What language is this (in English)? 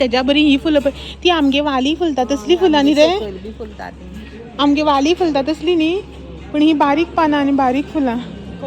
Konkani